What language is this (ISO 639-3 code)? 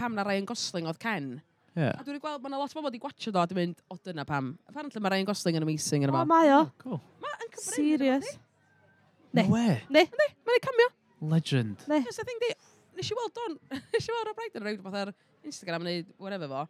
cym